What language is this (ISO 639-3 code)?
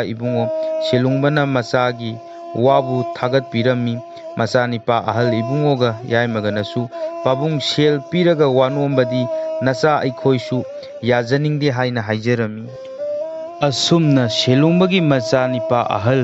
mni